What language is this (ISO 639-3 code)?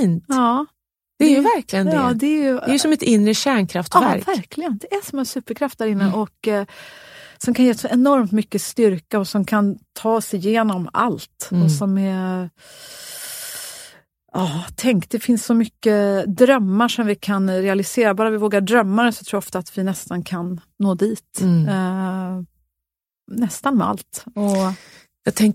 swe